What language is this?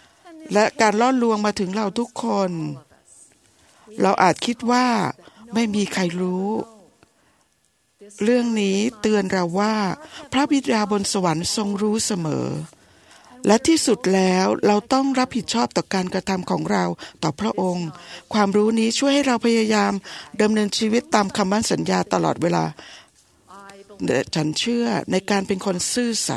Thai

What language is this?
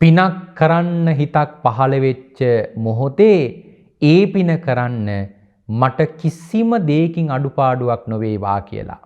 Sinhala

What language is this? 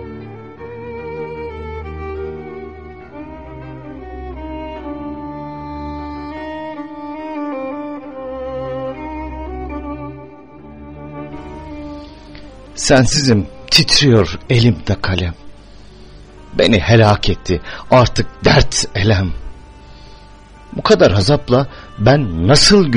Turkish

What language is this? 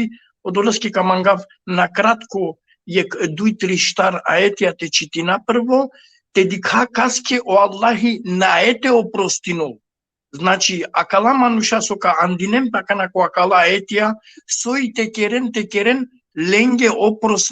Balkan Romani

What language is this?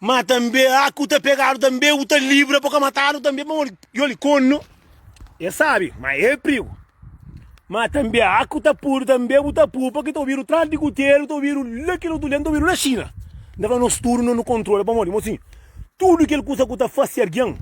Kabuverdianu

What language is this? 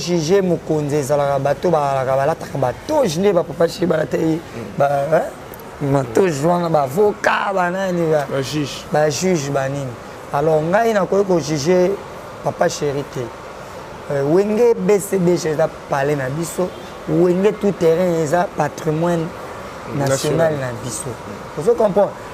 Lingala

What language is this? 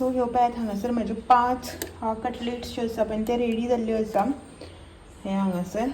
Konkani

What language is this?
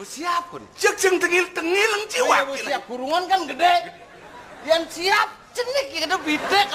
Balinese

